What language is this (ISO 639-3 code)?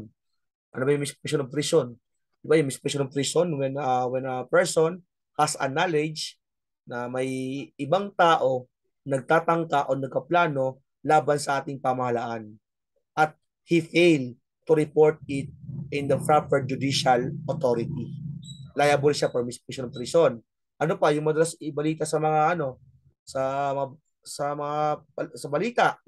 fil